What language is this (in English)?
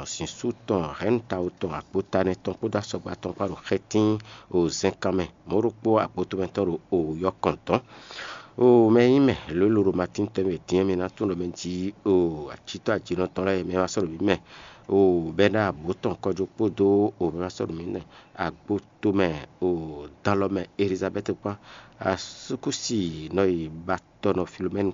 Fon